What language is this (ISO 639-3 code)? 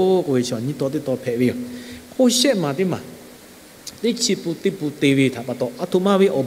lhu